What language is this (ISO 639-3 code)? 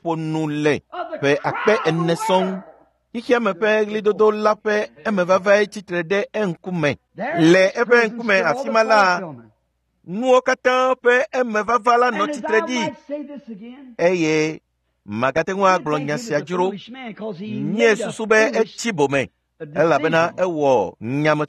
ewe